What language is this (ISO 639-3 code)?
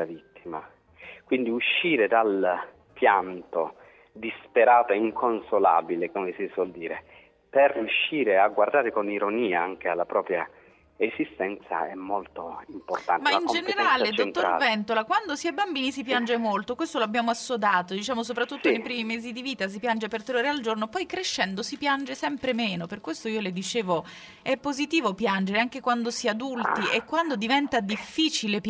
ita